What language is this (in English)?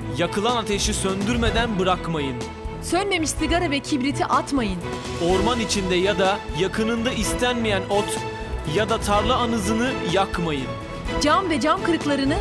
Turkish